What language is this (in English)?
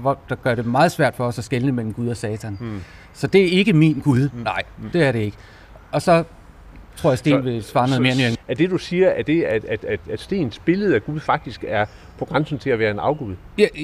Danish